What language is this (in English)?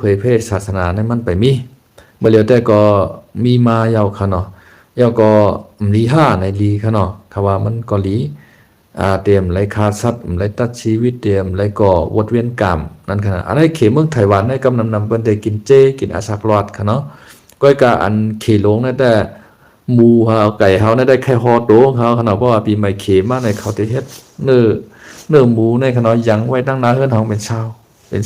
Shan